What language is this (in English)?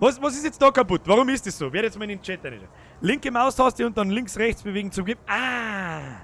Bavarian